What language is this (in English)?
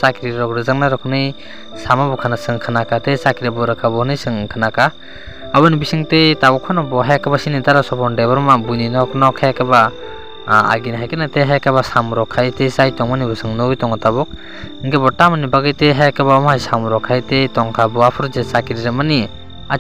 Kok Borok